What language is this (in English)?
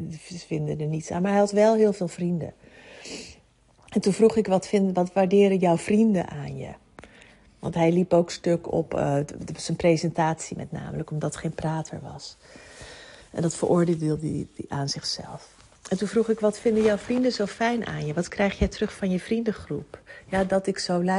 Dutch